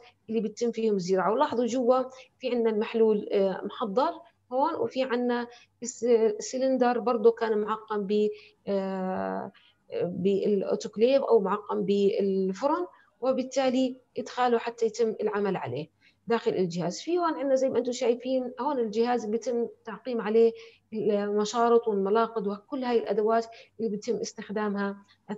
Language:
South Levantine Arabic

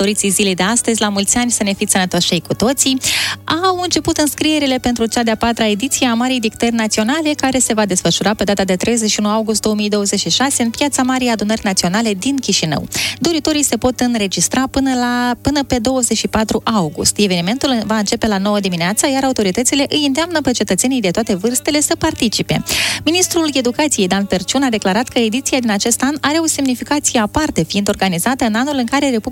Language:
Romanian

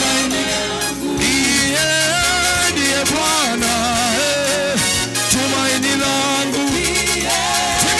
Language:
Swahili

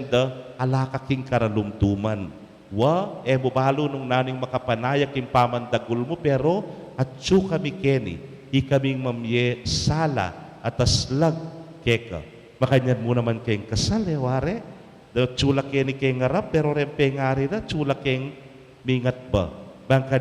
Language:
Pampanga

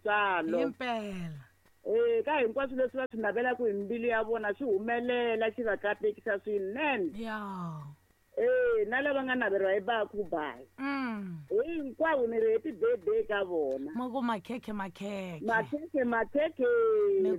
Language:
Tsonga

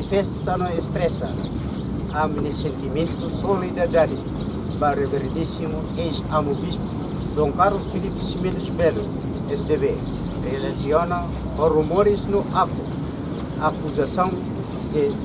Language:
Tetum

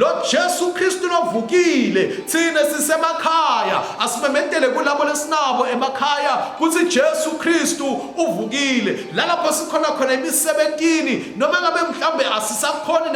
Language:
Swati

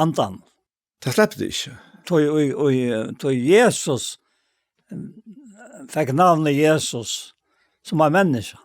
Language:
Faroese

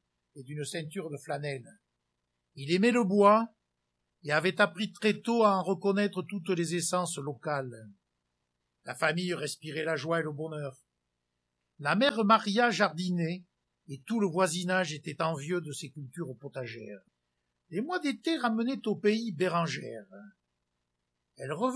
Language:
French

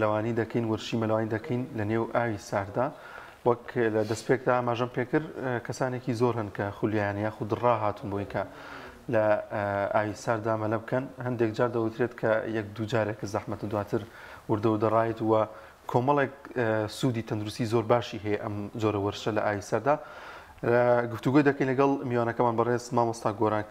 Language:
Central Kurdish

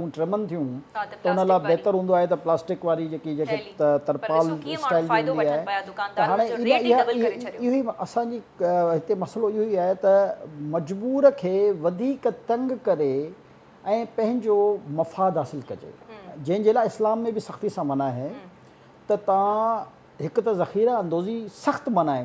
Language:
Sindhi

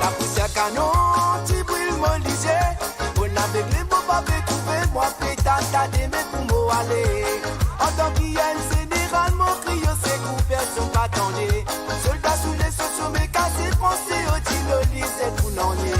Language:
Morisyen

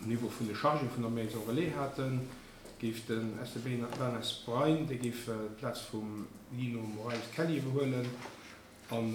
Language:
Luxembourgish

